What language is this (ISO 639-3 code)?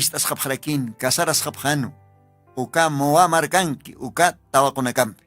aym